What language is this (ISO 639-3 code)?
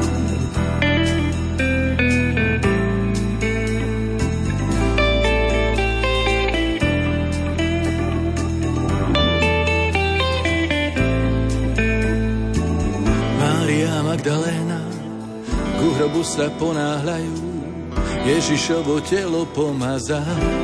slk